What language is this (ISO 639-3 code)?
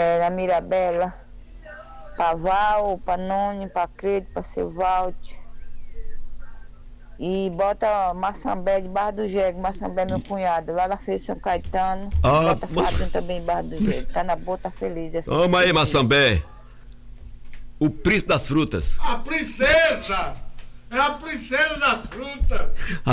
por